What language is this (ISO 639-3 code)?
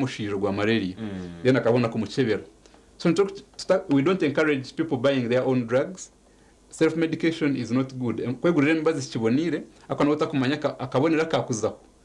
nyn